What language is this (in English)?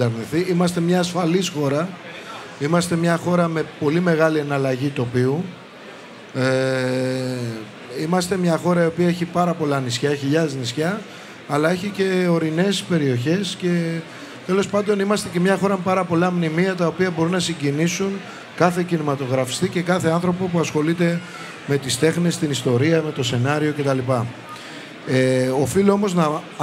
Greek